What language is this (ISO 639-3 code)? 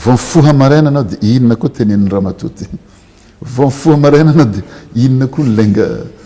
mlg